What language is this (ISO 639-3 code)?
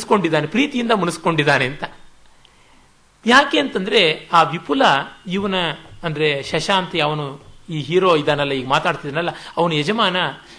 kan